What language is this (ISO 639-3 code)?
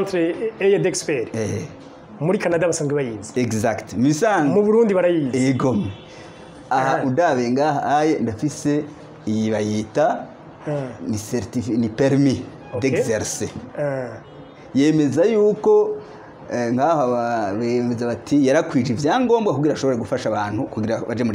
run